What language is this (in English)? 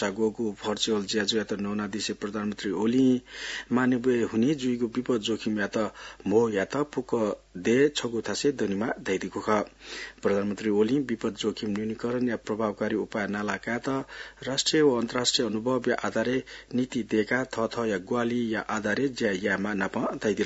Newari